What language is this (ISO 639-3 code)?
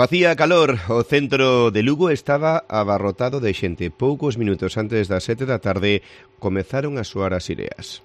glg